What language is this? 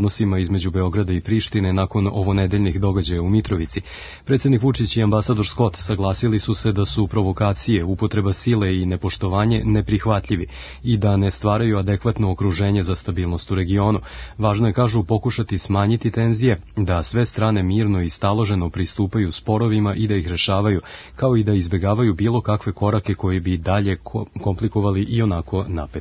Serbian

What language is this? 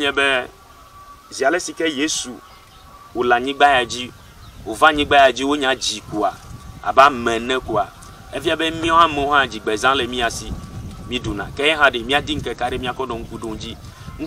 Ewe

